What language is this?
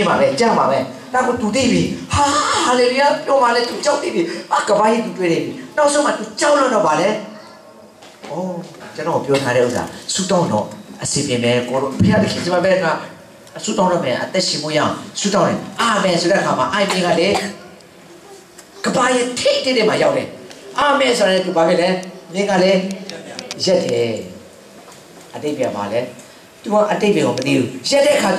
Burmese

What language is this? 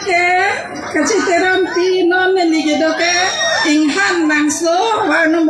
Karbi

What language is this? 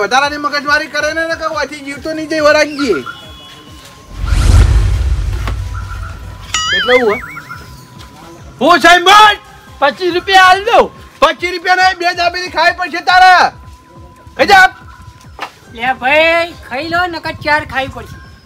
Gujarati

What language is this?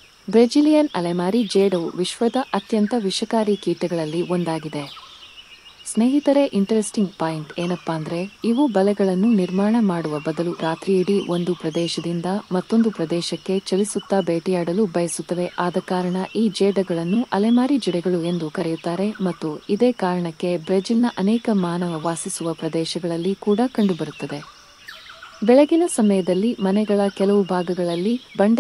Kannada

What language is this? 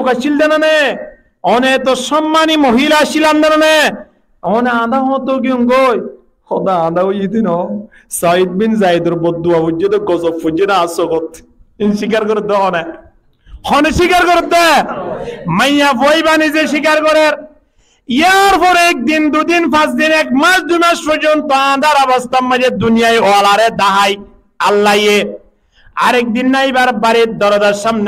Rohingya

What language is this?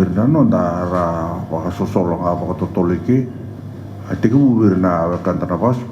Fijian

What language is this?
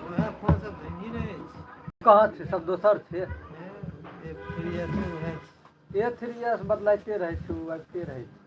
Maithili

